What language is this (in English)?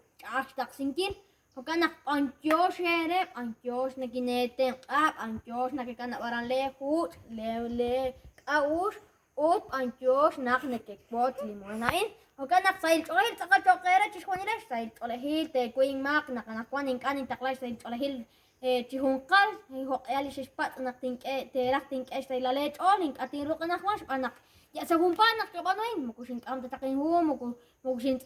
Kekchí